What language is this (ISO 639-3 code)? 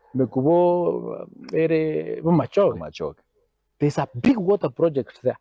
guz